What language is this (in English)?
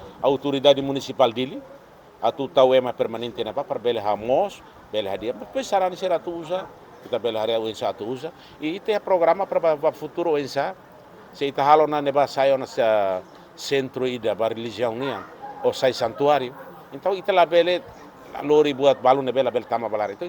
Tetum